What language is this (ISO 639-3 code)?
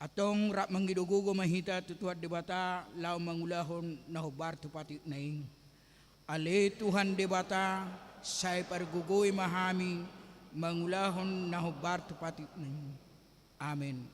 bbc